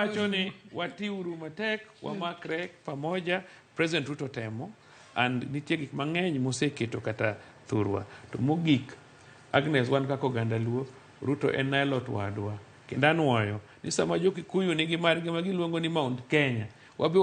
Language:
Luo (Kenya and Tanzania)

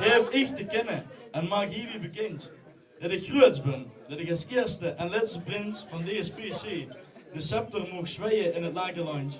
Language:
Limburgish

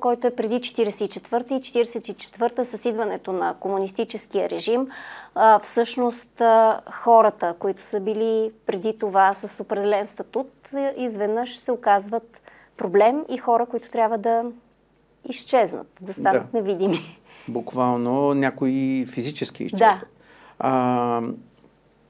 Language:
Bulgarian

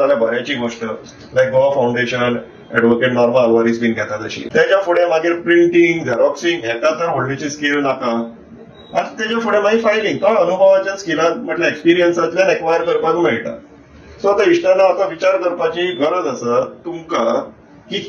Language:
Konkani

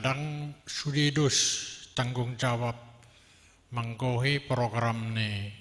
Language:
Batak Toba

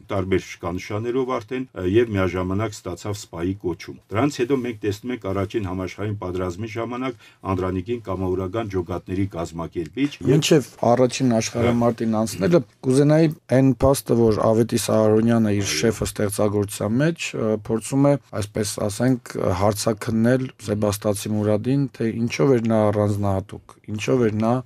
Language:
Armenian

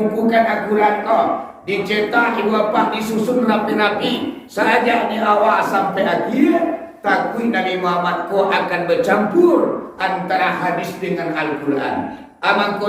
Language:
Minangkabau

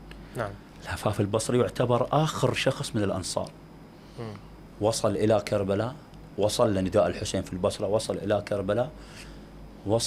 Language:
Mesopotamian Arabic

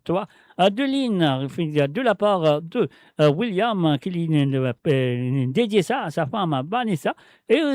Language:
Morisyen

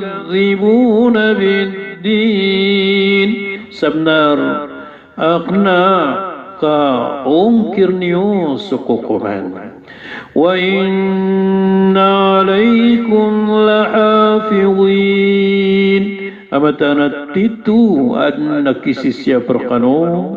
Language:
Maranao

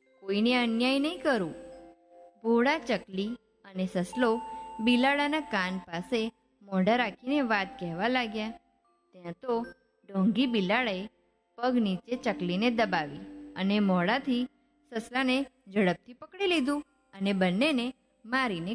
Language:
Gujarati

